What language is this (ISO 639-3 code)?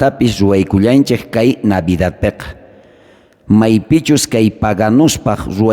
quh